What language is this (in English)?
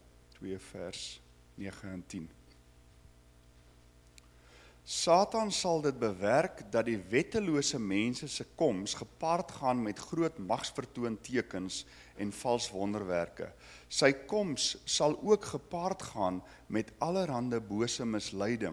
Afrikaans